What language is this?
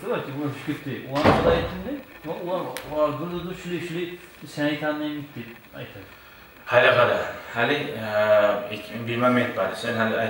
Kumyk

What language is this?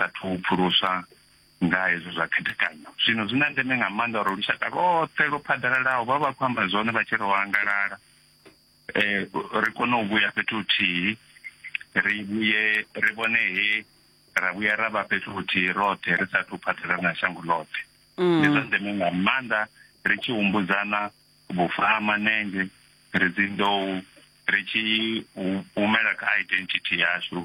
Venda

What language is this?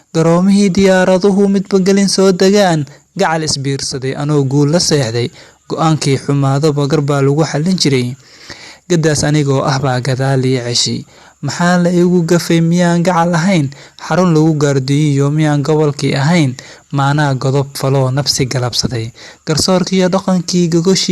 Somali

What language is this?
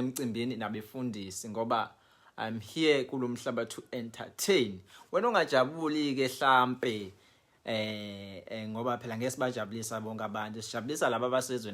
Zulu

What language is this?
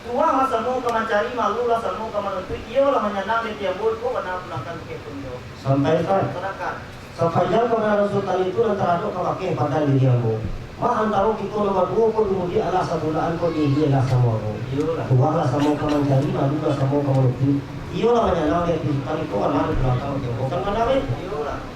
Minangkabau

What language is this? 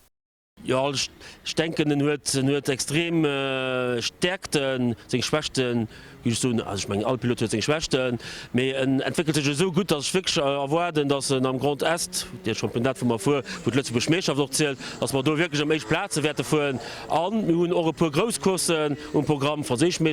Luxembourgish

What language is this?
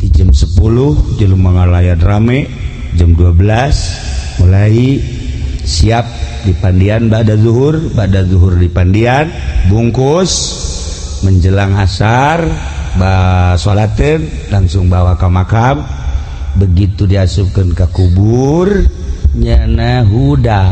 Sundanese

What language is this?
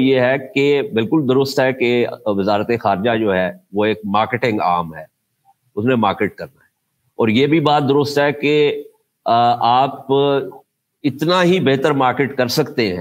Urdu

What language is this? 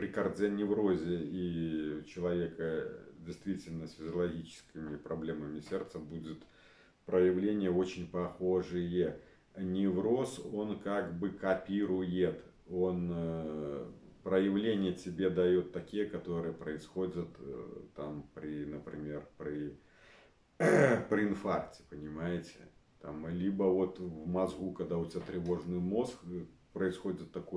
Russian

